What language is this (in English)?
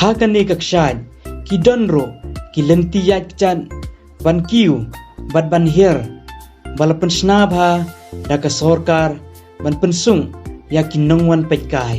Khasi